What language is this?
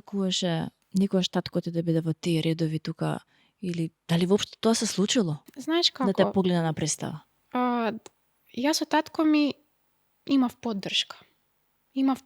Macedonian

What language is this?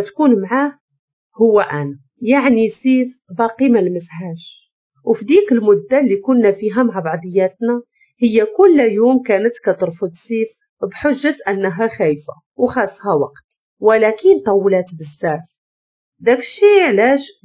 Moroccan Arabic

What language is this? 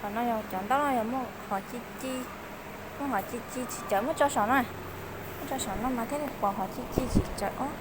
Hmong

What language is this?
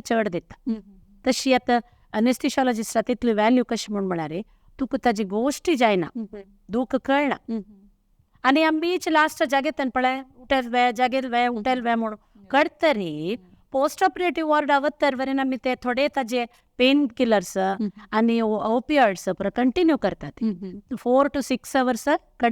Konkani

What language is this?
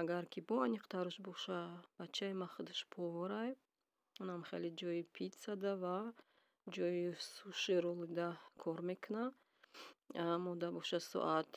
Tajik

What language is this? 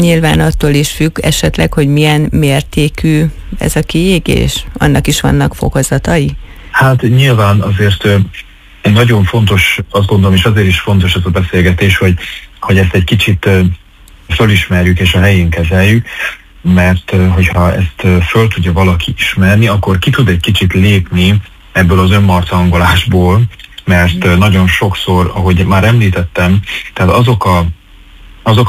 Hungarian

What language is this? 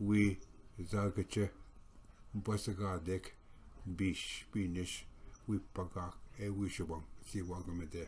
Ojibwa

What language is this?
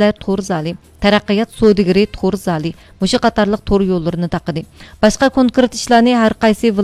Uyghur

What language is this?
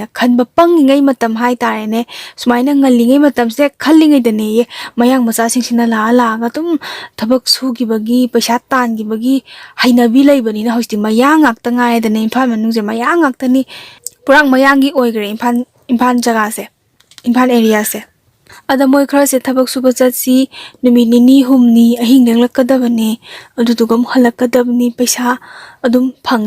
Manipuri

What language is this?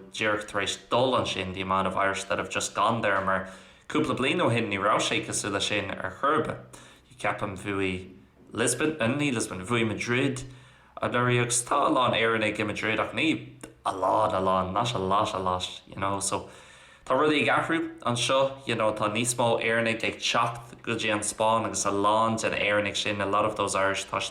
Irish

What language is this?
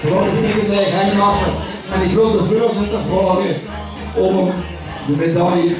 Limburgish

